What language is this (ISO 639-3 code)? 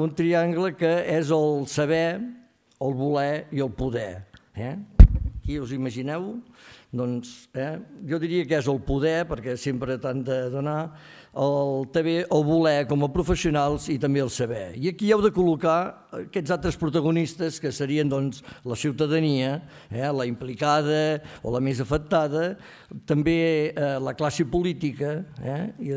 cat